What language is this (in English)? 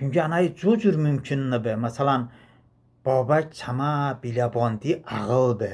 Talysh